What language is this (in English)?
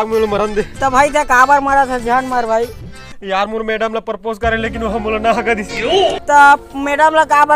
Chhattisgarhi